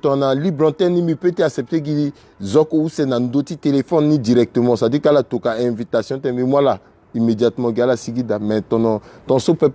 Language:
Sango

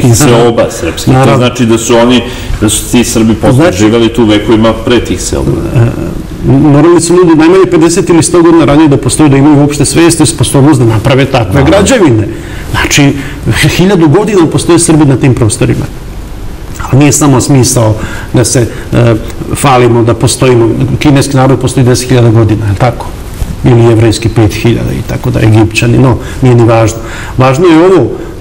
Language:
Serbian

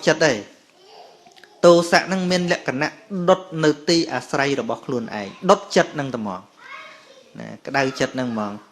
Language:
Khmer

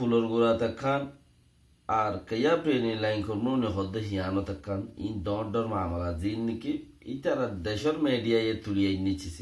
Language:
Rohingya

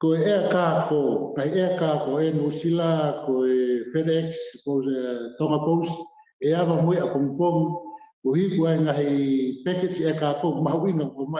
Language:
Tongan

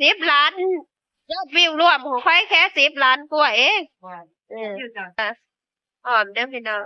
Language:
Northeastern Thai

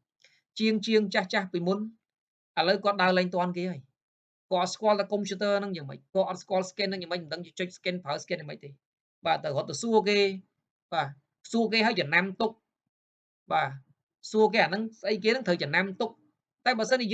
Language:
Khmer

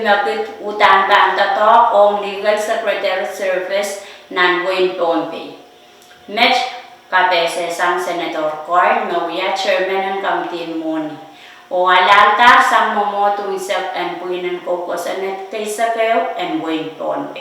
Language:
Pohnpeian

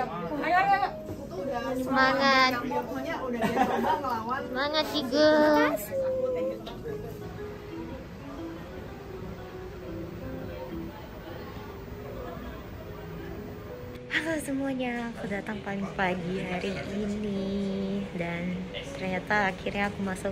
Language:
Indonesian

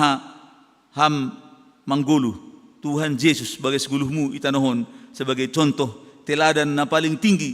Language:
Batak Simalungun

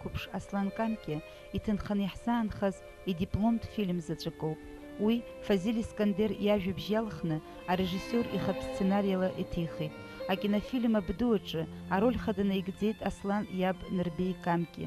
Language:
Abkhazian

